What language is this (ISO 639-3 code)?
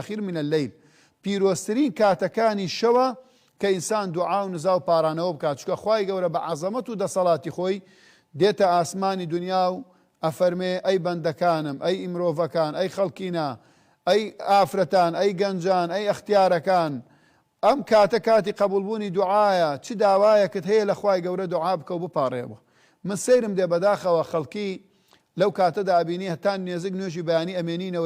ckb